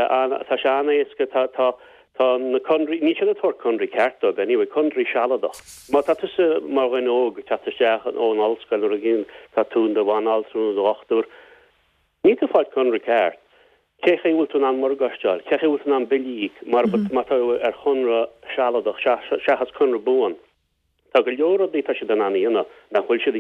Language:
Irish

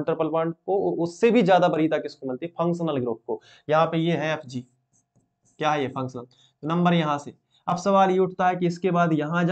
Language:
Hindi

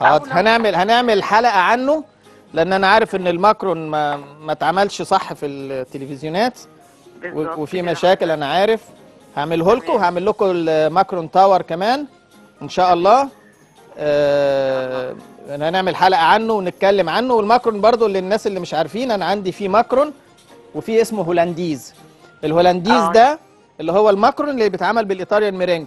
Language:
Egyptian Arabic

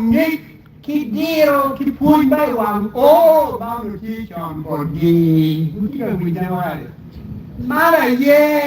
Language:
Acoli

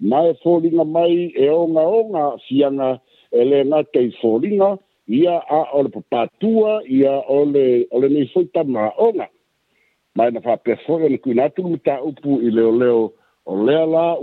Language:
Samoan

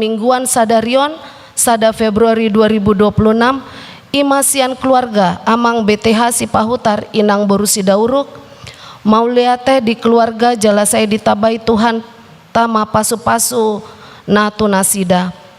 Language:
Batak Toba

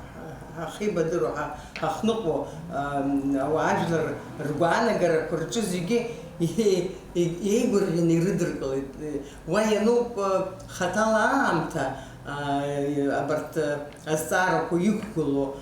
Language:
Abkhazian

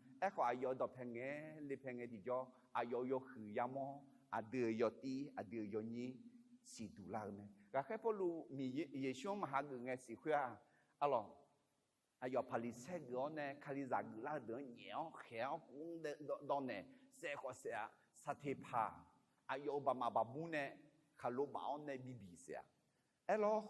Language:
Akha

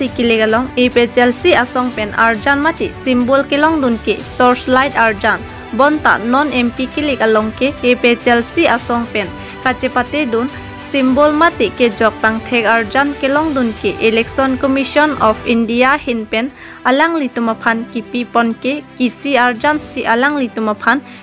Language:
Karbi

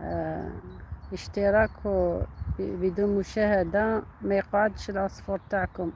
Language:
Algerian Arabic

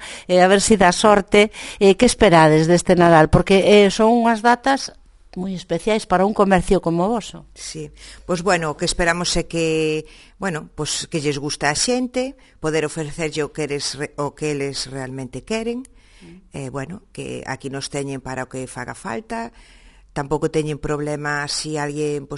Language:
Galician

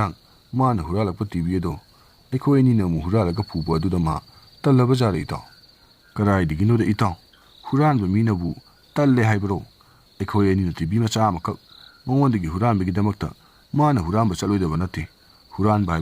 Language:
Manipuri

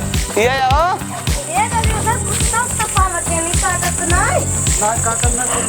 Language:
Awadhi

